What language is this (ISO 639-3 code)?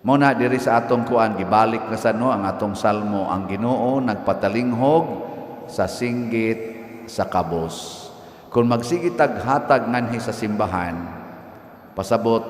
ceb